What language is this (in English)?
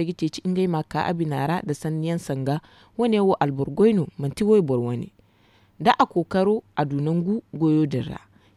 Zarma